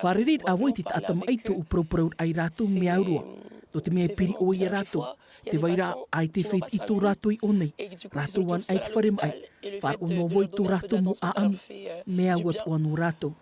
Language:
Tahitian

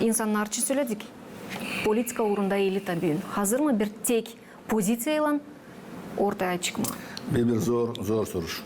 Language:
Gagauz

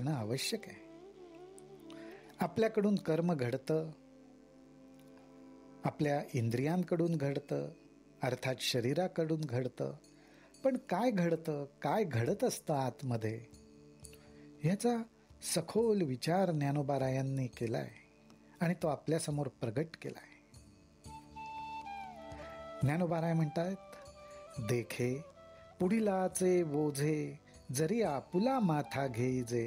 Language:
Marathi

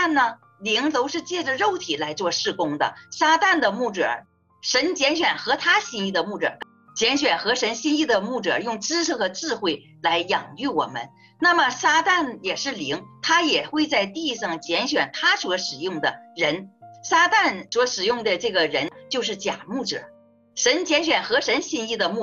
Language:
Chinese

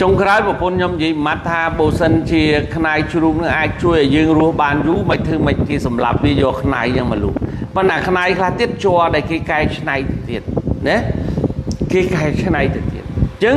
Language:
Khmer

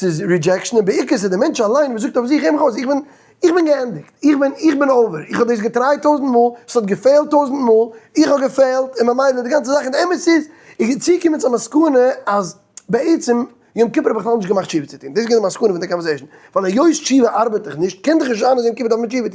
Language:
Yiddish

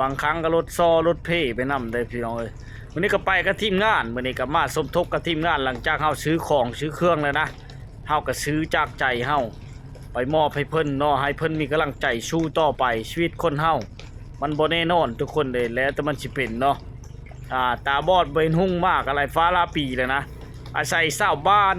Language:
Lao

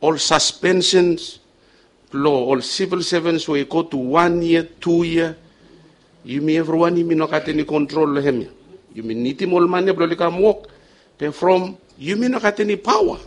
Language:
Bislama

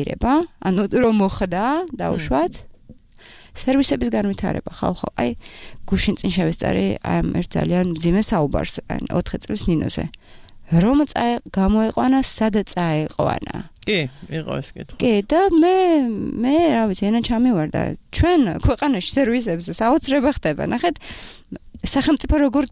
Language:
Georgian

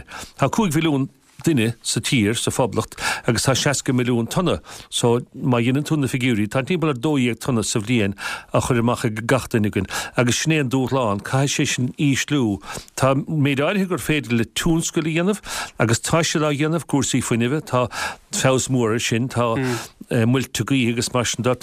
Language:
Irish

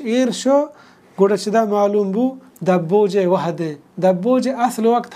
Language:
Baluchi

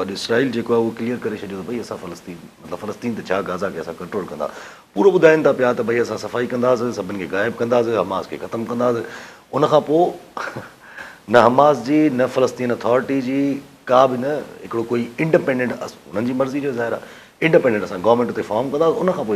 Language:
Sindhi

